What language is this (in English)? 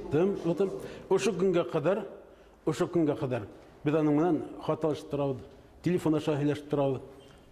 Bashkir